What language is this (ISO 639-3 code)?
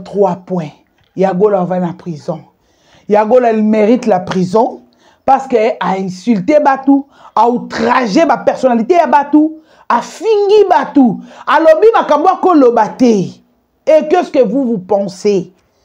lin